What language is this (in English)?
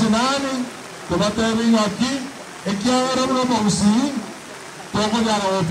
Gusii